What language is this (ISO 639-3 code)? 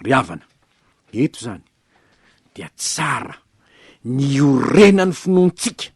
mlg